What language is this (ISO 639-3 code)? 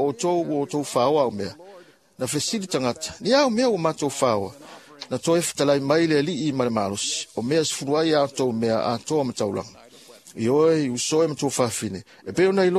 smo